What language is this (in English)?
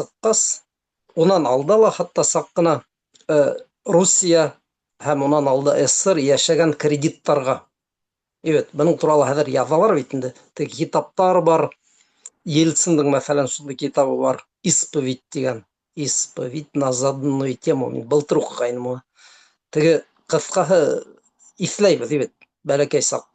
Bashkir